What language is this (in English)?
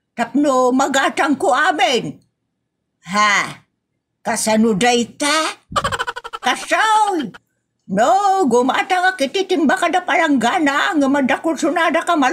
Iloko